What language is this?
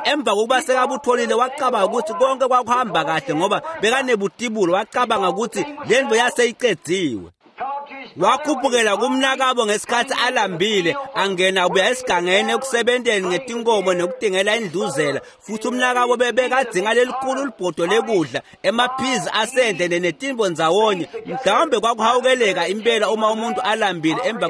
Swati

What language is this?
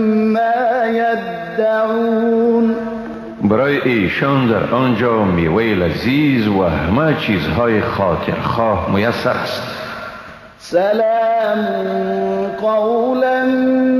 Persian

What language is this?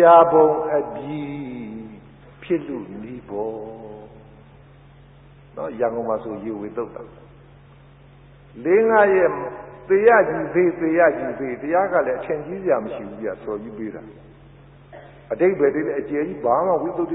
Burmese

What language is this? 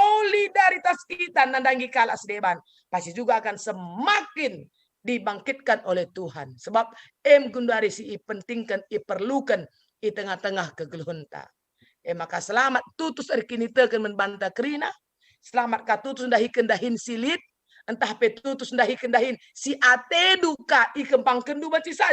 Batak Karo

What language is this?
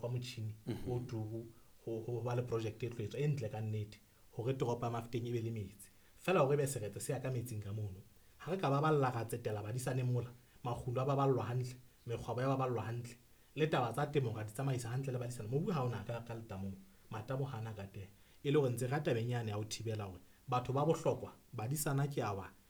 Southern Sotho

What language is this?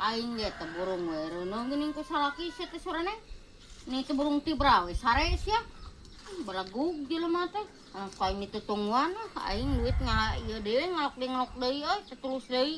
Sundanese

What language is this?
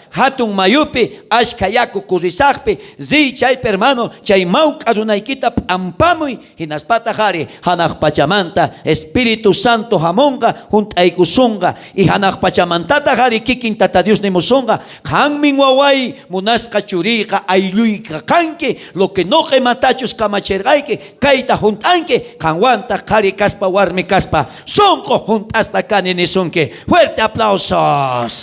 South Bolivian Quechua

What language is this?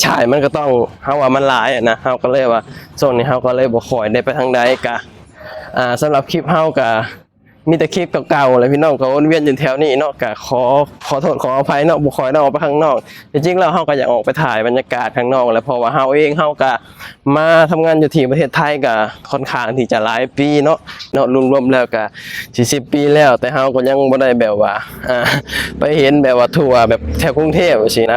Lao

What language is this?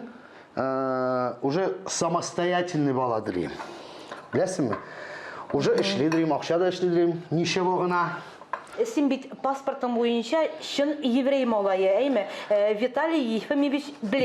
Tatar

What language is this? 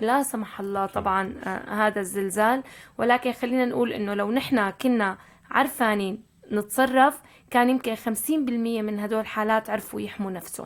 North Levantine Arabic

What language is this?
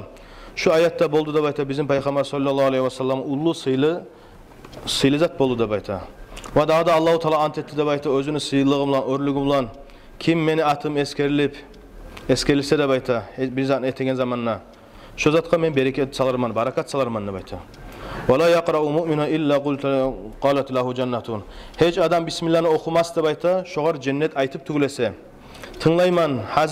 Kumyk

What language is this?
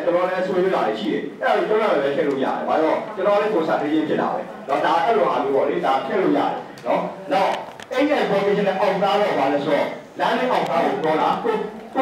Burmese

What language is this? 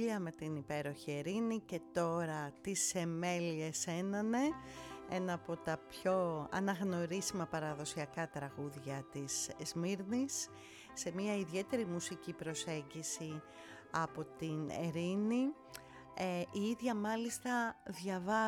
Greek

